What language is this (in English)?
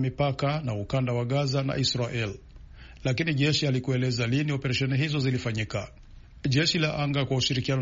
Swahili